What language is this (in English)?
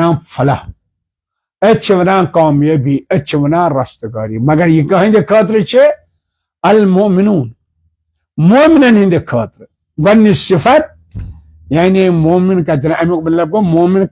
Kashmiri